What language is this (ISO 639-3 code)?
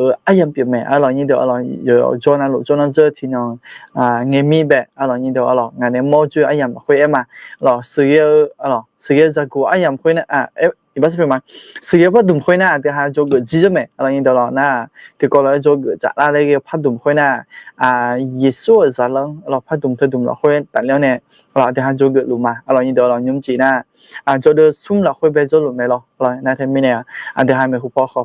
ahk